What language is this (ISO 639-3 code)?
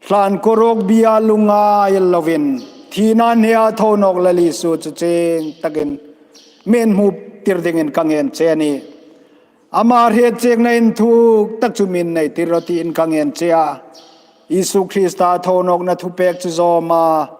hmr